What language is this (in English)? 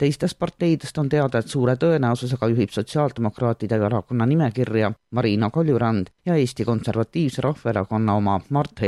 Estonian